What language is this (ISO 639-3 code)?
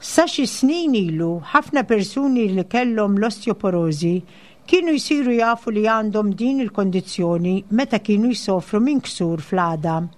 mlt